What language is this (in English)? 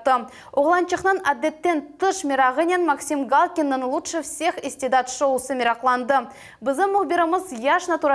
Crimean Tatar